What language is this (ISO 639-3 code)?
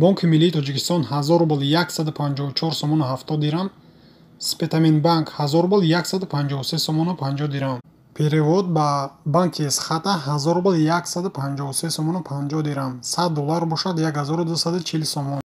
tgk